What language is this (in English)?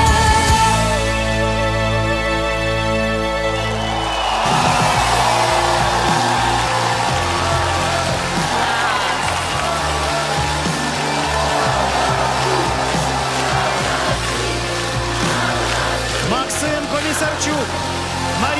Ukrainian